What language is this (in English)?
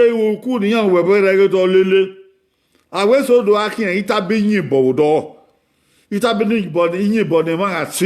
Bini